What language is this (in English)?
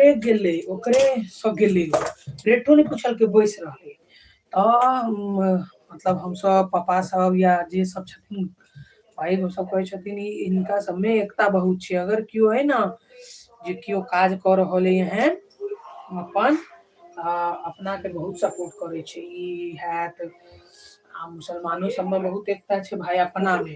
Maithili